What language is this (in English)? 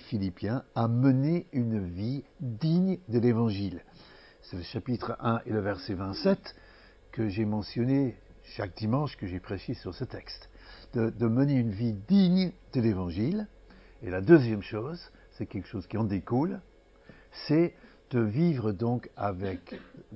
French